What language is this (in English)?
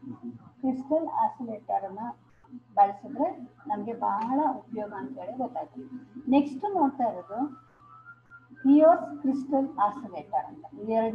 Kannada